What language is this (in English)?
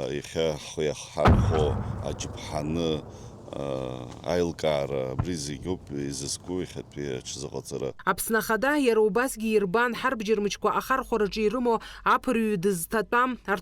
Abkhazian